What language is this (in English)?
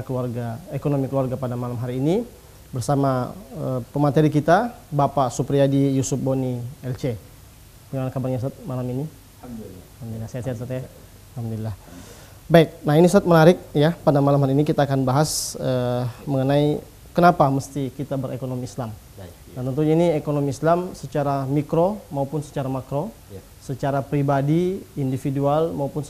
Indonesian